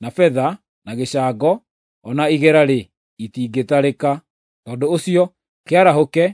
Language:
Kikuyu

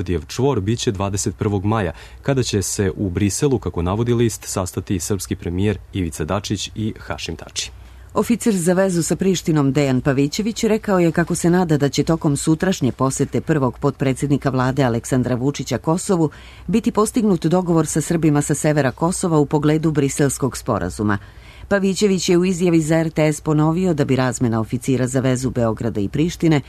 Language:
Serbian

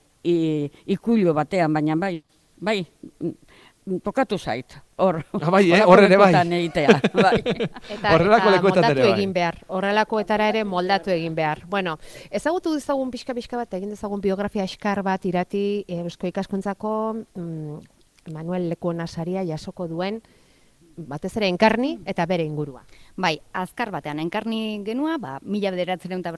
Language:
Basque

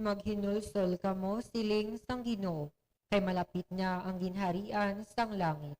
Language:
Hiligaynon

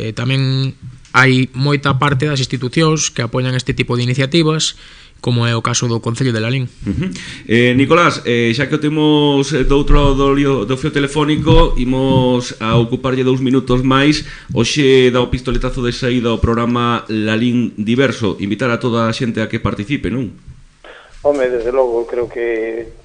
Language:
Galician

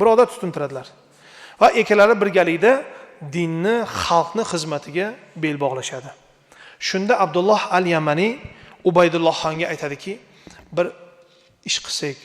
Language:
Uzbek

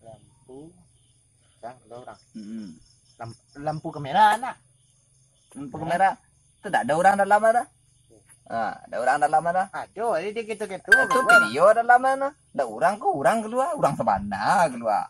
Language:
Minangkabau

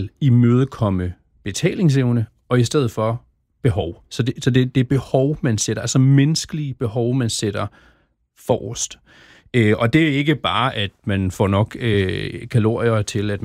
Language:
Danish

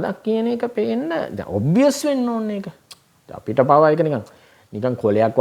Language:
Sinhala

